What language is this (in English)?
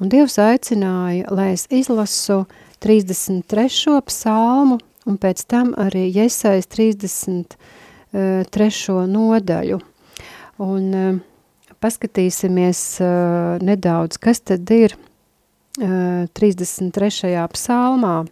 Latvian